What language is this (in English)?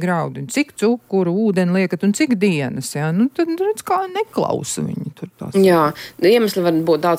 Latvian